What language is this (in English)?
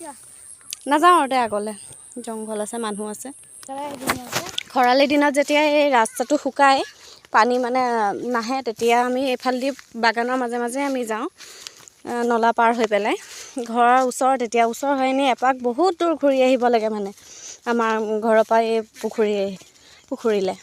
Assamese